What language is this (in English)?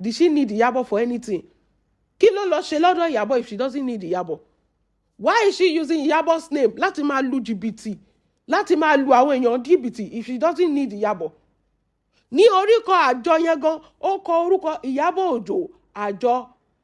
Yoruba